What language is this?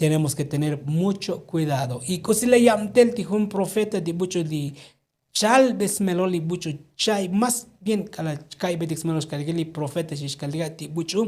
Tzotzil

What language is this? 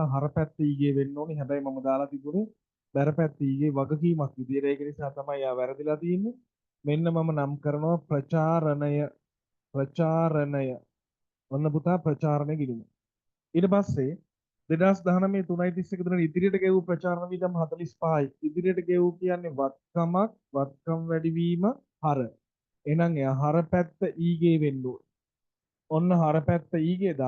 Sinhala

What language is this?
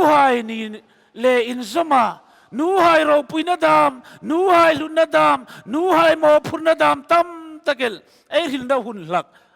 Hmar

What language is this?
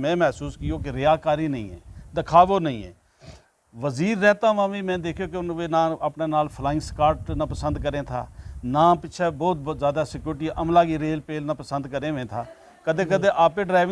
Gujari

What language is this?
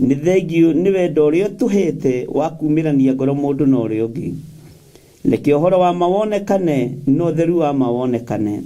Kikuyu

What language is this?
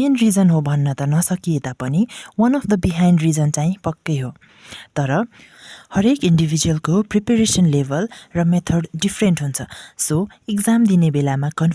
Nepali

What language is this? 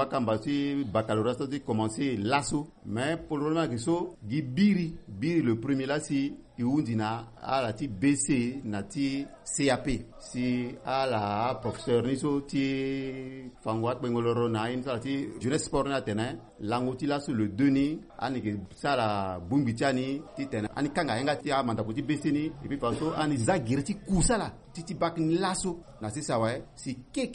Sango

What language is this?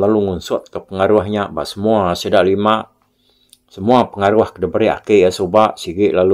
Iban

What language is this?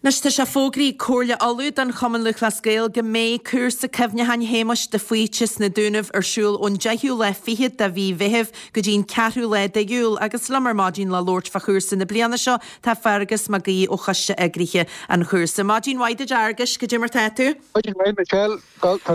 Irish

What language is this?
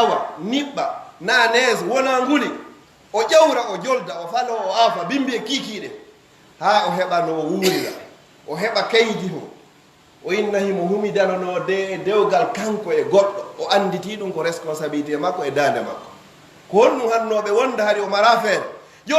Fula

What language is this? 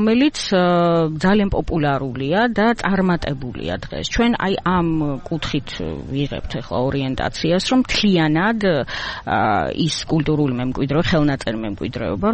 Georgian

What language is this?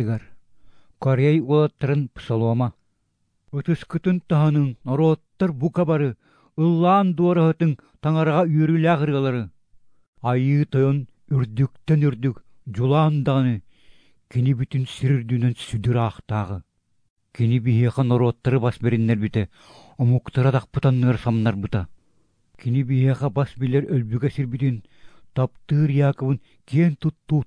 Yakut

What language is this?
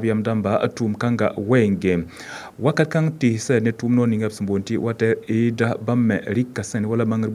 Mossi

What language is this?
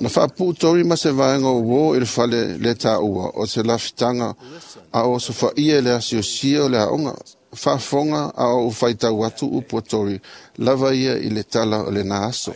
Samoan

